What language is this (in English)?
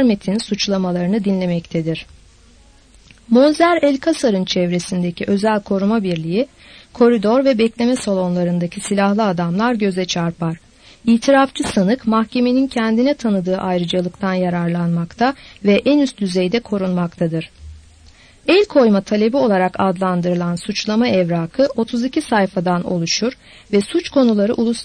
Turkish